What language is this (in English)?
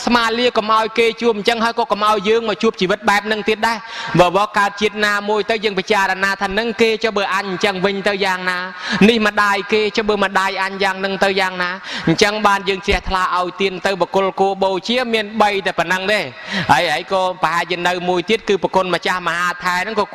Khmer